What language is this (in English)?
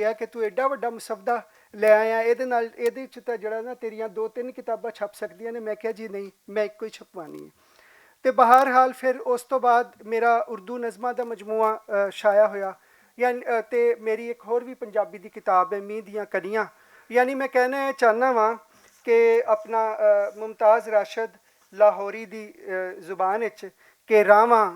Western Panjabi